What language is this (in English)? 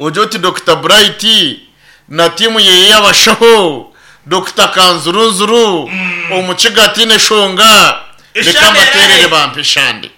Nyankole